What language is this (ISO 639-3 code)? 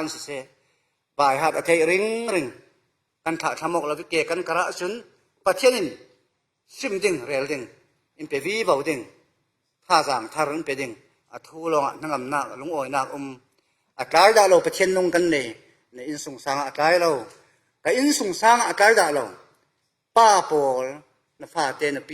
cfm